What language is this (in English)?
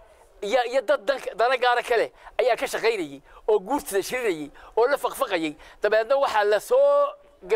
Somali